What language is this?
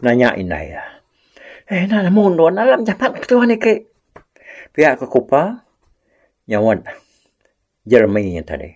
Iban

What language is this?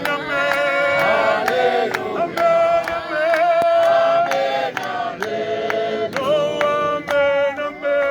Venda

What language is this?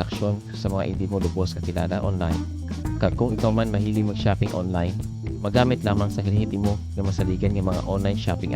Hiligaynon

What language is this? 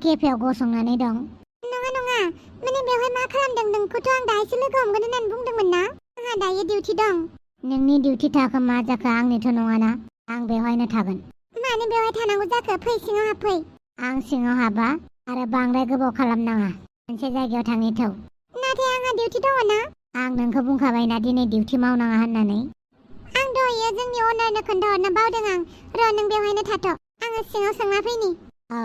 Bodo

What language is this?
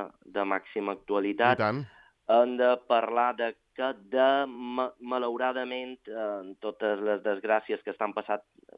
Catalan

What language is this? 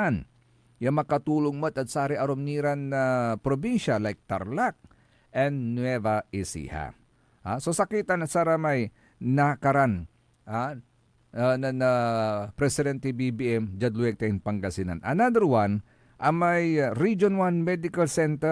Pangasinan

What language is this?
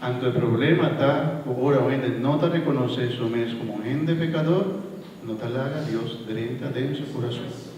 Papiamento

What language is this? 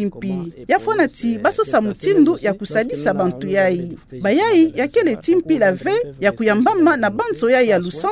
Kituba (Democratic Republic of Congo)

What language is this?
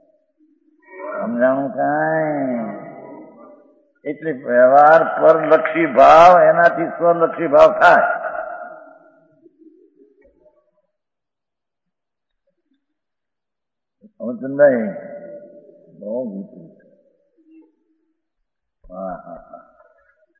Gujarati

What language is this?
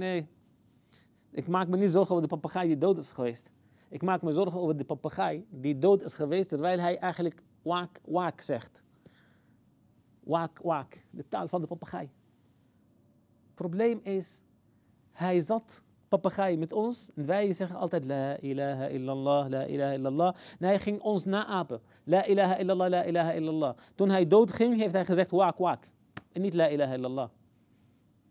Dutch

